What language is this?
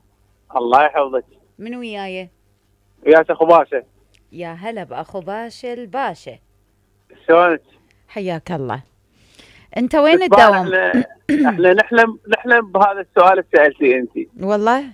Mesopotamian Arabic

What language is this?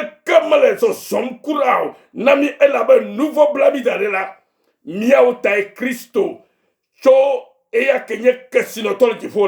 Ewe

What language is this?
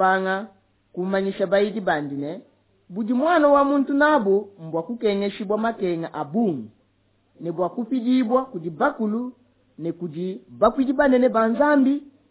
Luba-Lulua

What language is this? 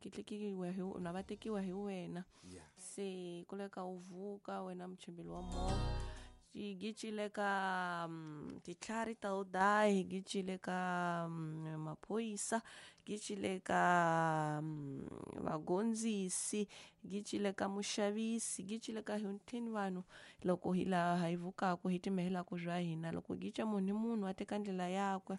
Tsonga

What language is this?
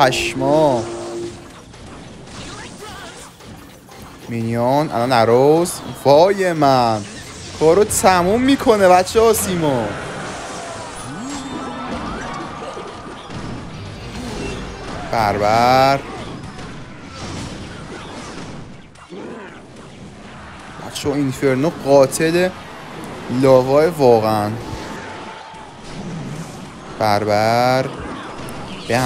Persian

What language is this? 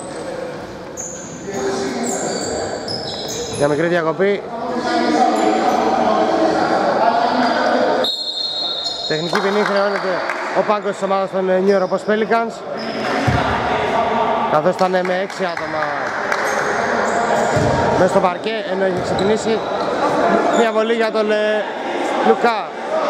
Greek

